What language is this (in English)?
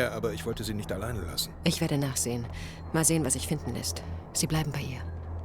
Bavarian